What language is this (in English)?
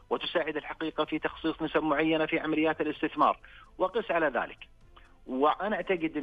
Najdi Arabic